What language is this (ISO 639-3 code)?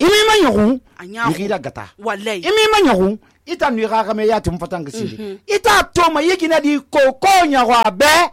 sus